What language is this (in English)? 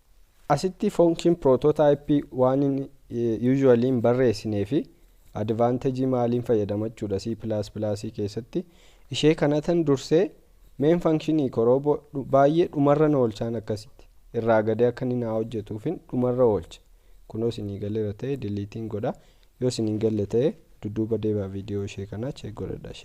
Oromo